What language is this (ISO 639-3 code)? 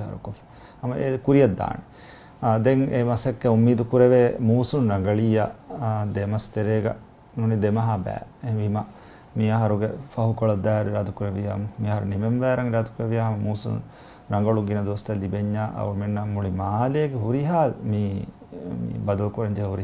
div